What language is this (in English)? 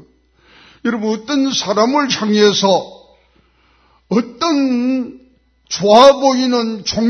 Korean